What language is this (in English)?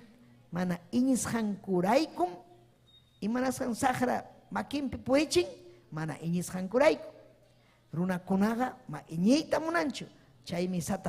Ayacucho Quechua